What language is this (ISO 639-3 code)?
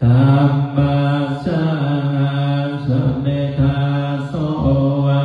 pli